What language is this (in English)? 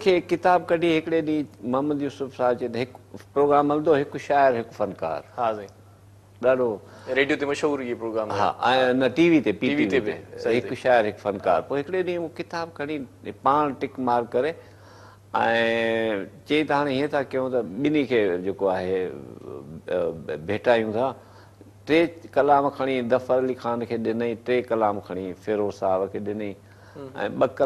Sindhi